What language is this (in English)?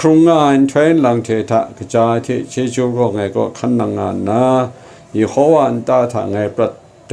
Kachin